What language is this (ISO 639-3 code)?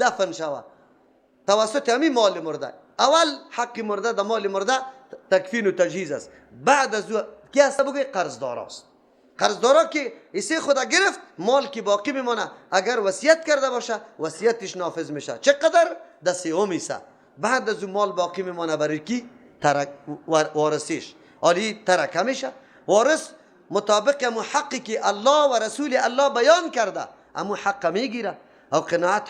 fas